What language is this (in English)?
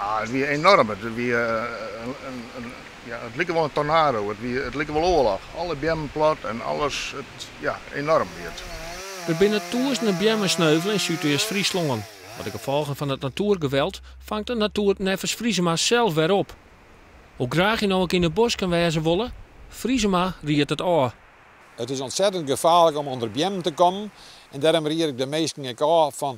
Western Frisian